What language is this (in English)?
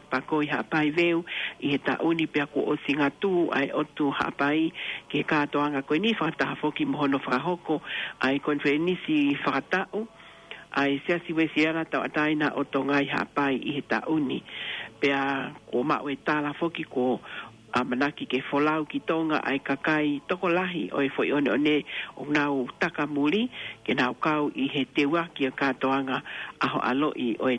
Tongan